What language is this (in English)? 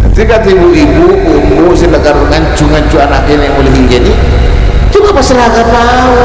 Madurese